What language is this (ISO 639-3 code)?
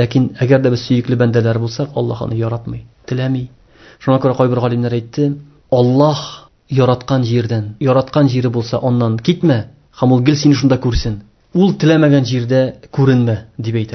tat